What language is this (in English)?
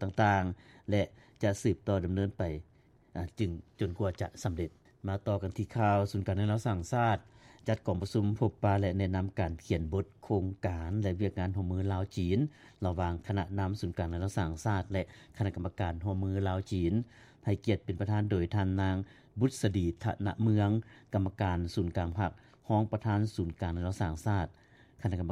Lao